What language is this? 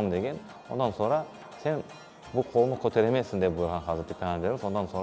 Crimean Tatar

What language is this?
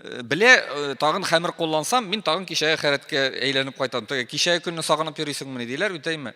Tatar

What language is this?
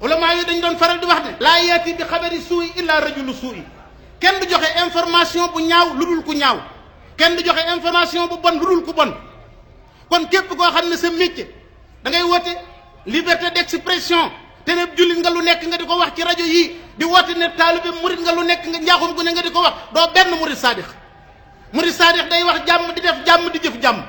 Wolof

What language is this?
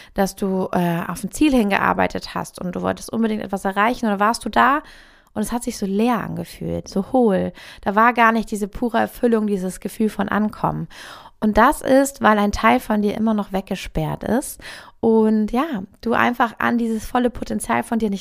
German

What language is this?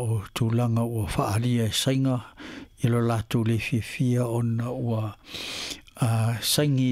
Samoan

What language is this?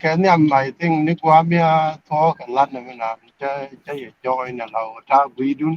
Nuer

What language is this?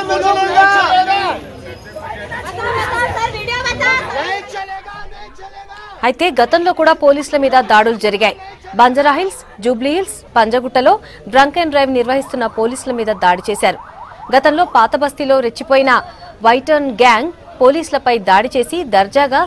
Telugu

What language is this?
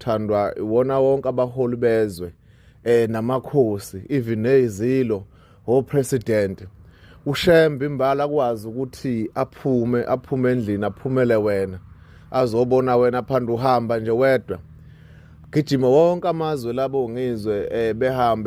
Zulu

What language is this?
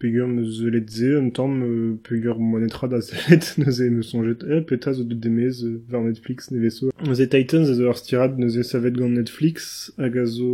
Breton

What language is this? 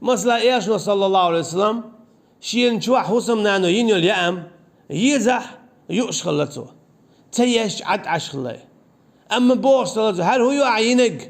Chechen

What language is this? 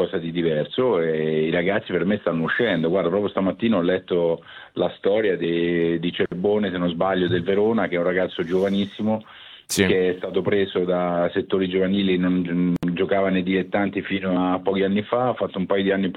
Italian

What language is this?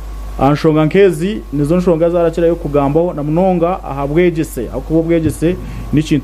Nyankole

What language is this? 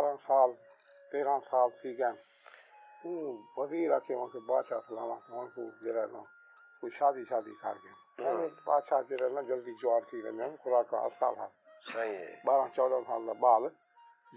Saraiki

